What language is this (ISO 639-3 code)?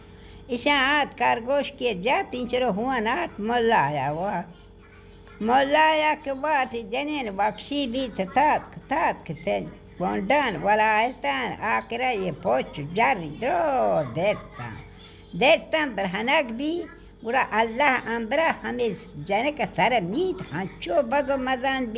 bal